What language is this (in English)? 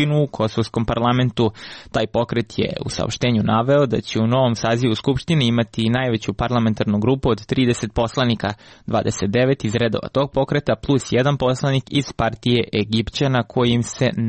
Serbian